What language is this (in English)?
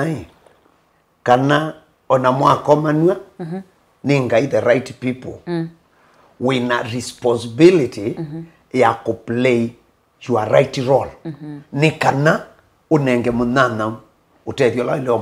Kamba